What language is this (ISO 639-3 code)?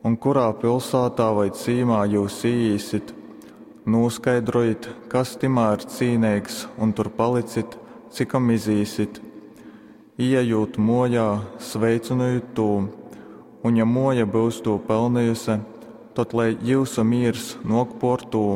ltg